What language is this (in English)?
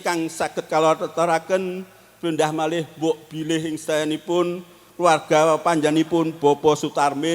Javanese